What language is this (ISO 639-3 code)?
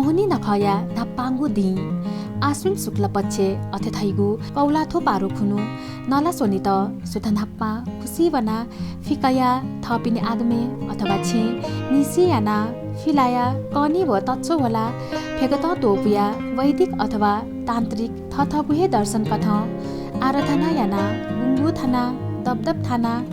new